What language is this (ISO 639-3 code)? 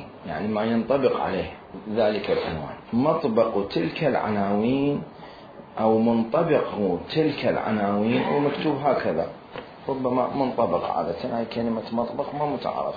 acm